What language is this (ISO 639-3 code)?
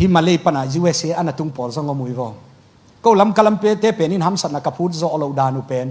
ctd